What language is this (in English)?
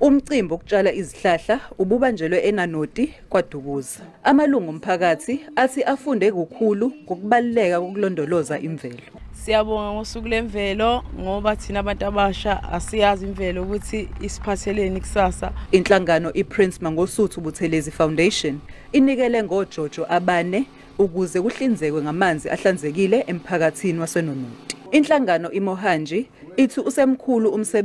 Zulu